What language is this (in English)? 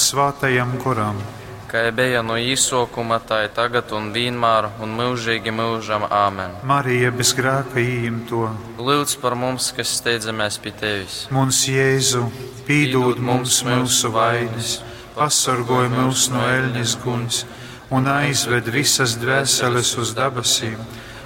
Latgalian